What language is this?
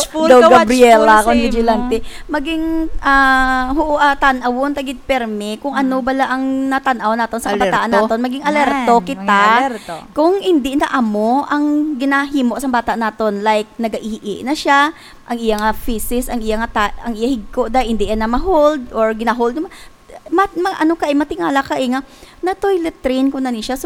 Hiligaynon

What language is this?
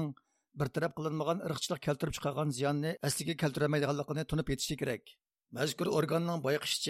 Uyghur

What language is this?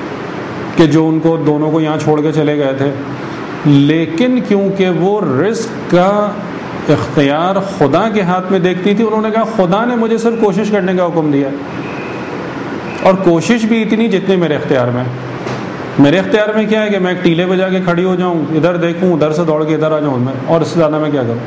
Urdu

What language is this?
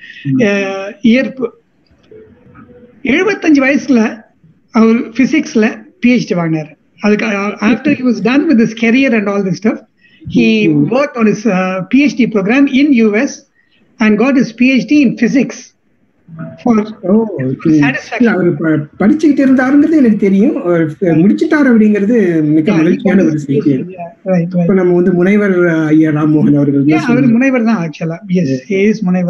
Tamil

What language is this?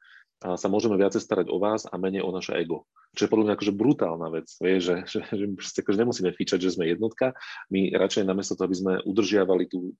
Slovak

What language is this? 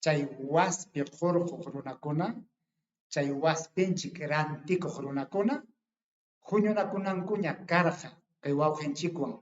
Ayacucho Quechua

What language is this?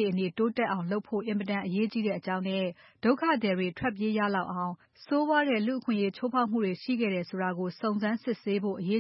Burmese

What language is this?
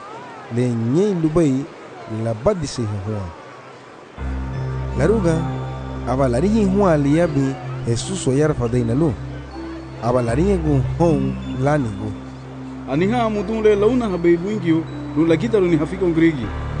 Garifuna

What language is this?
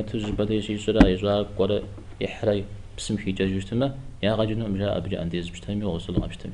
Kabardian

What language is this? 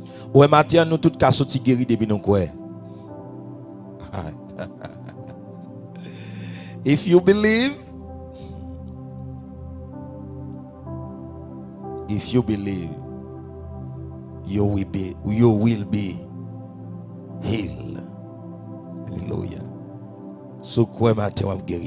French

